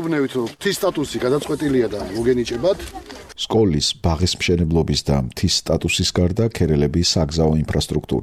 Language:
Georgian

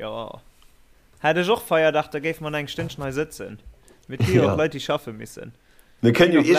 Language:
Luxembourgish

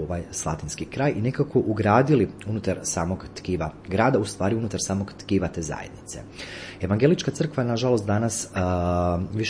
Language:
Croatian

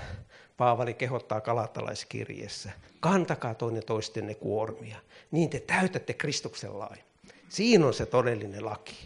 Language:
Finnish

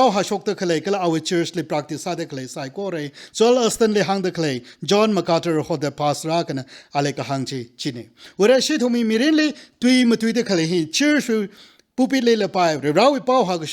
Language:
Tangkhul Naga (India)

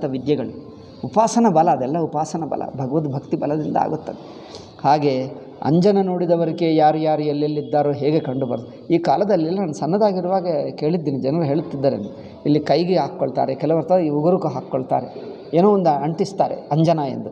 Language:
Kannada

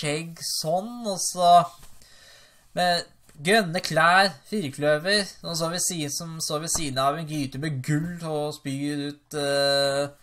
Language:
Norwegian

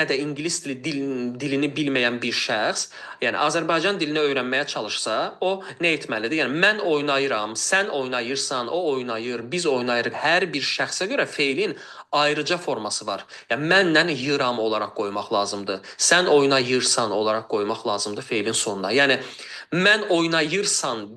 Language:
Azerbaijani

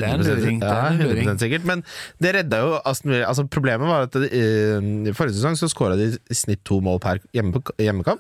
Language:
Norwegian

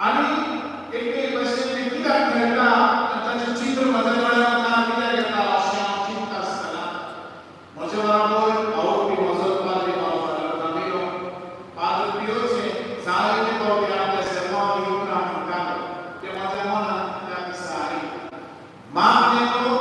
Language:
Konkani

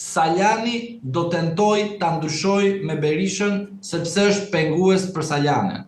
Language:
Albanian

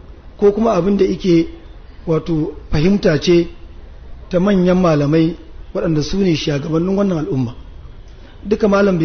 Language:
Hausa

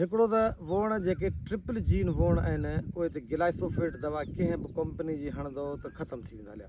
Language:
Sindhi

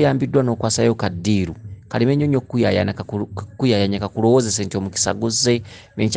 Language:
Ganda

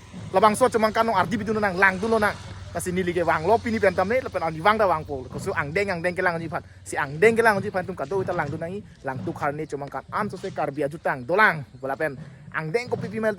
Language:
Karbi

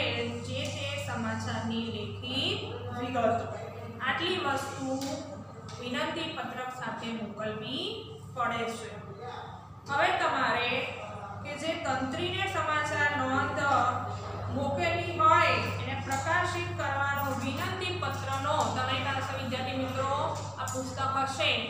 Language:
Gujarati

